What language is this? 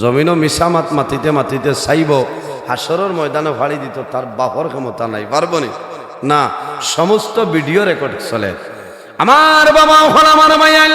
Sylheti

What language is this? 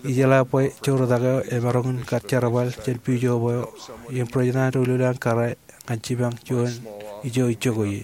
Marshallese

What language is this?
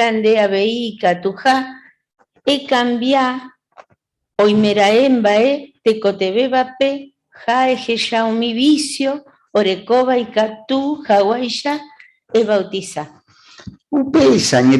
Guarani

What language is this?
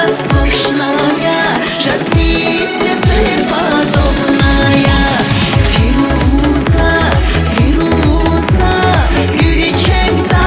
Tabassaran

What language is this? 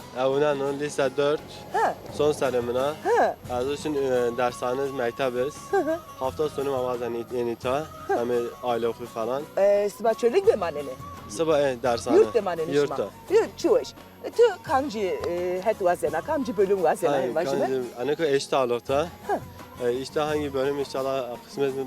Zaza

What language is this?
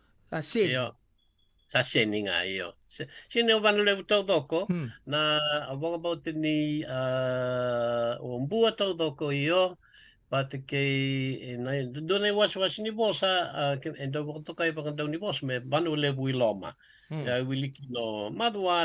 Fijian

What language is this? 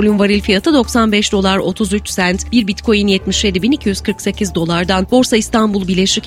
Turkish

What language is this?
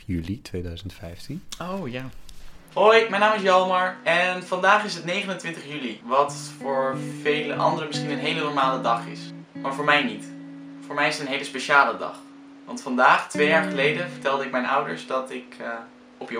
Dutch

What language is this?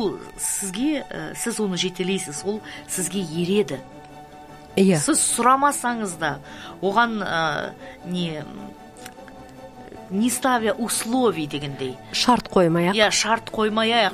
Kazakh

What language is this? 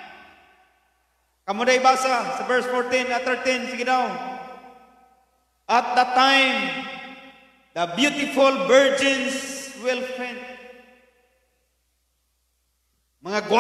Cebuano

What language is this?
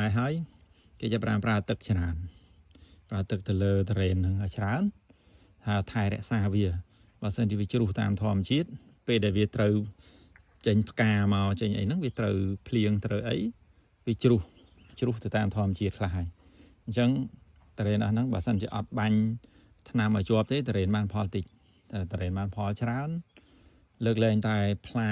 Khmer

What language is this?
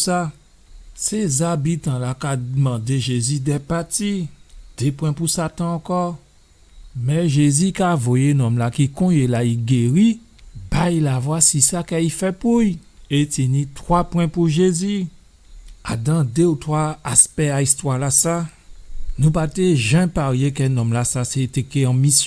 Guadeloupean Creole French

